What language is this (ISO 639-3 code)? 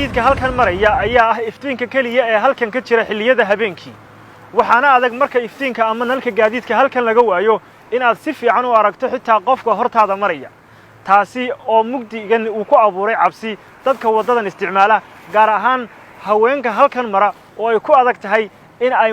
som